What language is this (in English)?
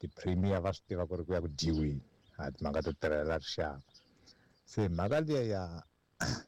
Tsonga